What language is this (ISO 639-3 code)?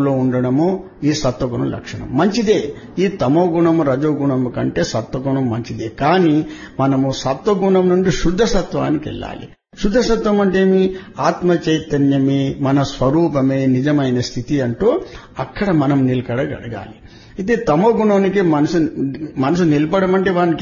tel